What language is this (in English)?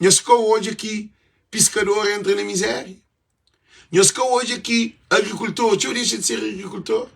Kabuverdianu